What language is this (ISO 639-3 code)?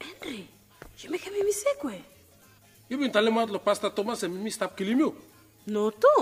bis